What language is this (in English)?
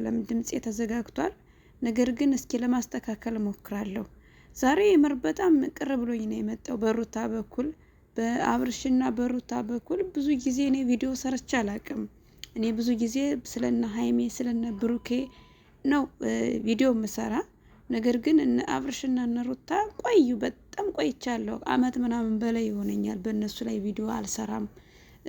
Amharic